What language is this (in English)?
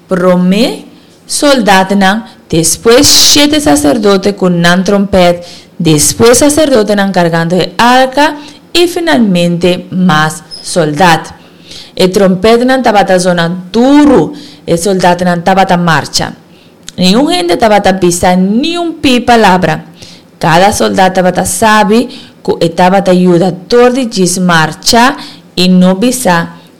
Papiamento